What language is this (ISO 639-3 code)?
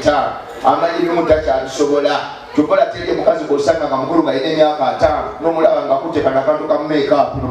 lug